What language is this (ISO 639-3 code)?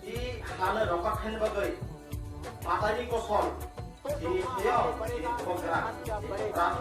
trp